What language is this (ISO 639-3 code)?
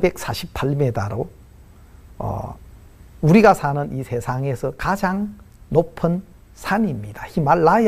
kor